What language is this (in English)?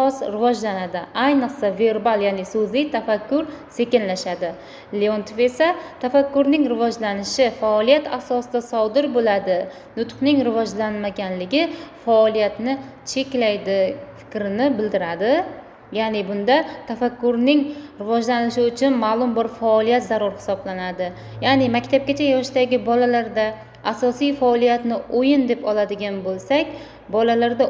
Uzbek